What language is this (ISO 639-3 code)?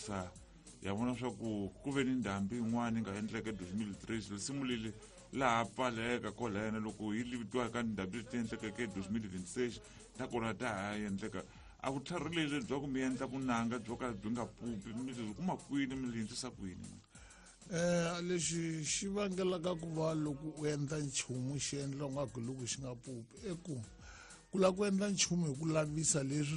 tso